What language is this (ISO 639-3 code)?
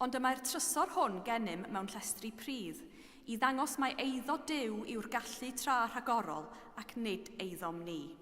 cym